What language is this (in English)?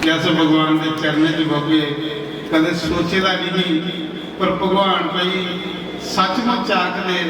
Dogri